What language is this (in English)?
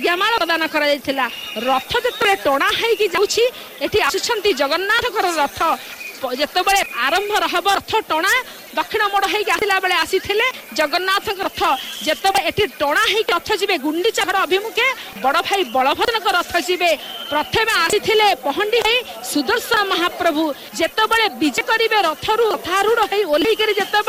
Odia